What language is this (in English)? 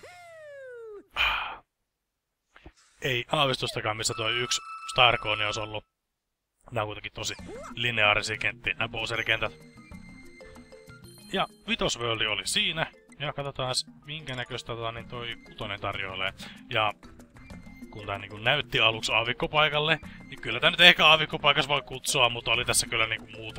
Finnish